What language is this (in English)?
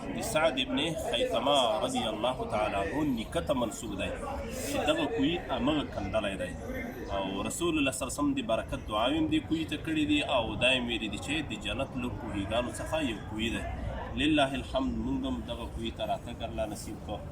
Pashto